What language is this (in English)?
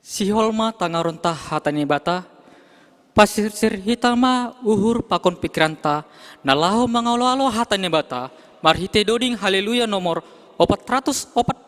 Batak Simalungun